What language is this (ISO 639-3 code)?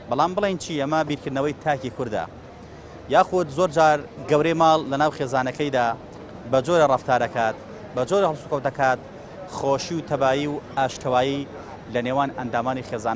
ckb